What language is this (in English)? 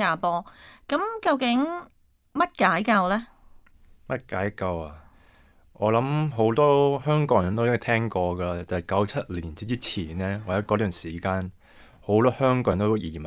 Cantonese